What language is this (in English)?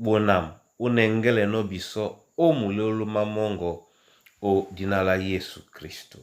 Duala